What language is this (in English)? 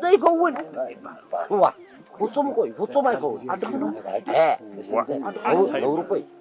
Tigrinya